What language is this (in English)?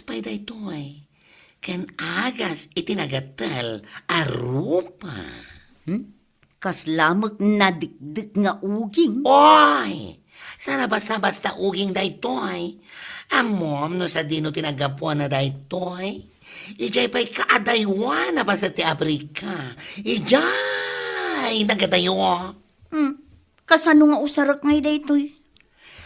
Iloko